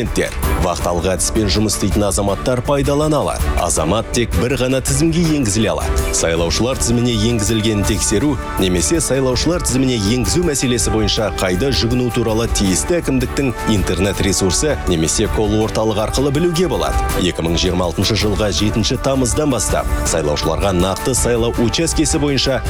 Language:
Kazakh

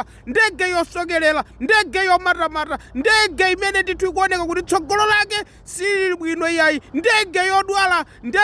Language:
Nyanja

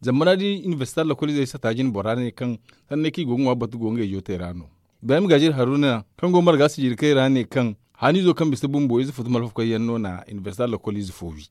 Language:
Zarma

